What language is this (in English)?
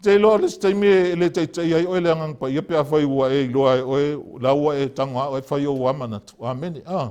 Samoan